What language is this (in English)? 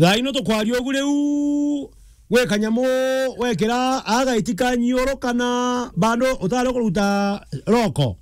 Meru